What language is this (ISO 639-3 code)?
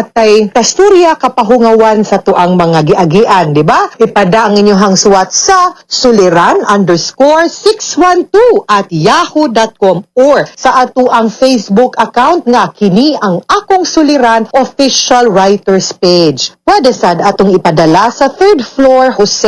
ceb